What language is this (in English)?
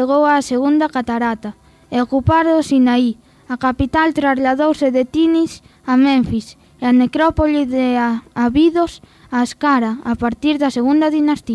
Galician